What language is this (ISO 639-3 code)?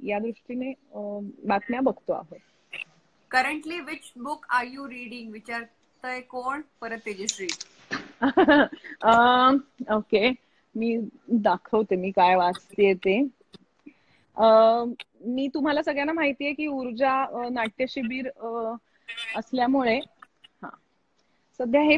mar